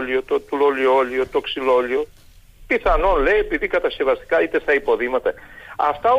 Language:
Greek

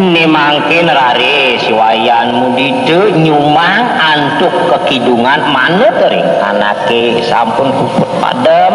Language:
Balinese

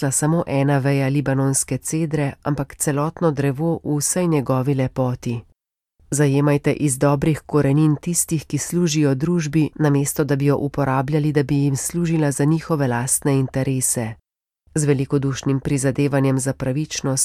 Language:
Slovenian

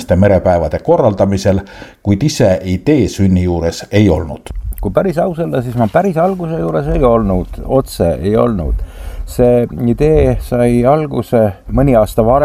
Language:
Estonian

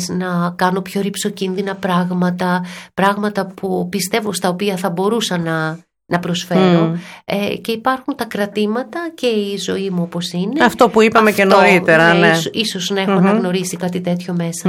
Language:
Greek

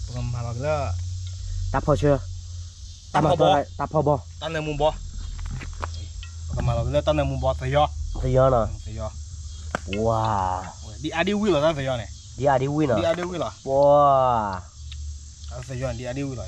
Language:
S'gaw Karen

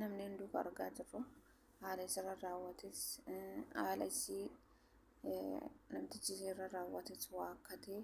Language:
Oromo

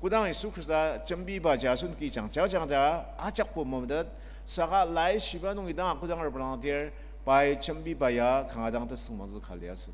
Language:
Ao Naga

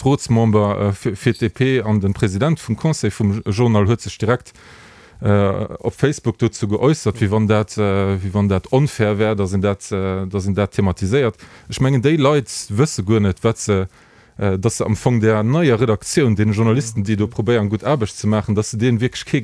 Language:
Luxembourgish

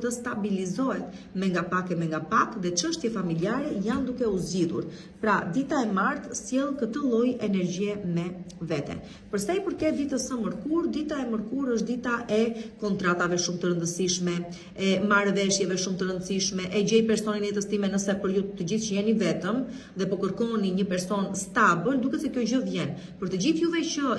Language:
Albanian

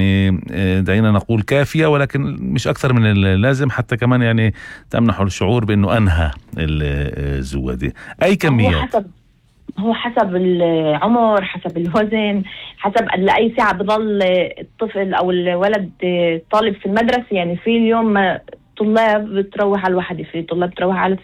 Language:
North Levantine Arabic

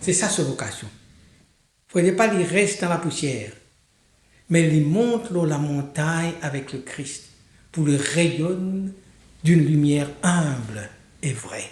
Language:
Morisyen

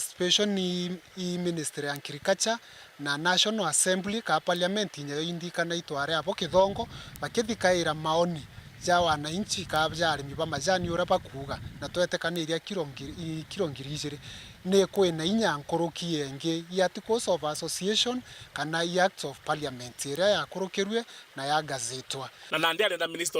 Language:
Meru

